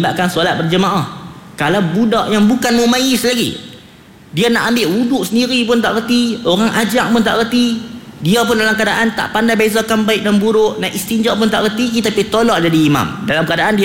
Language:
Malay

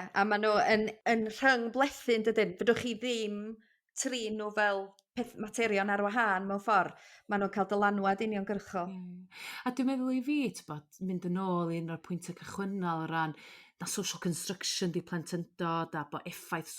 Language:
Welsh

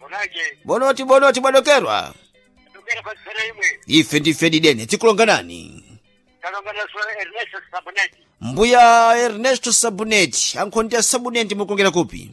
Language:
Sena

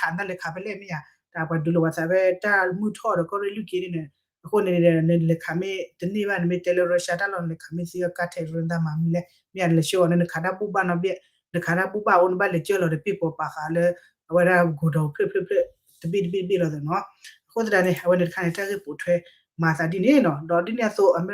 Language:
S'gaw Karen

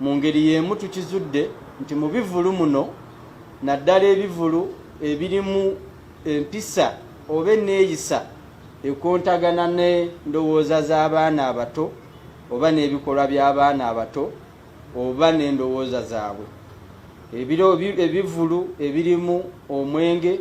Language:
Ganda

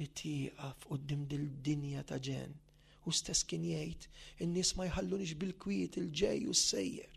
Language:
Maltese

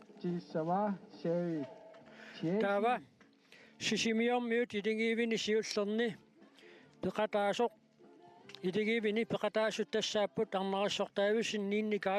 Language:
Kalaallisut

